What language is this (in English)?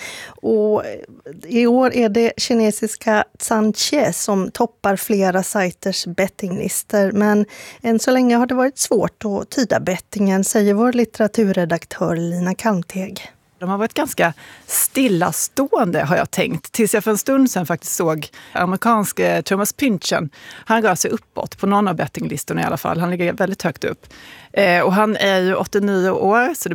Swedish